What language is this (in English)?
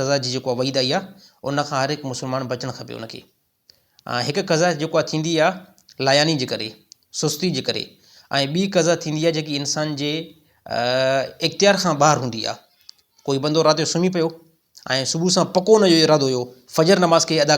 Sindhi